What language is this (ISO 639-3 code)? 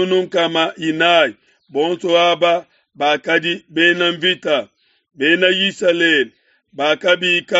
lua